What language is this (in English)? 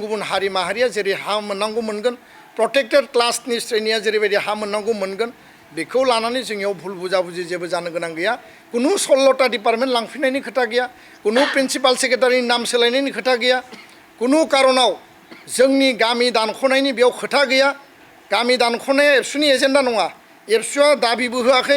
Bodo